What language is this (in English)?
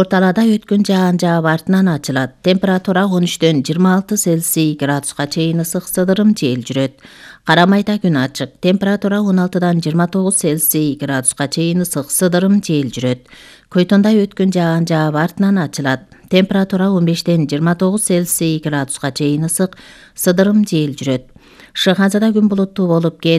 Kyrgyz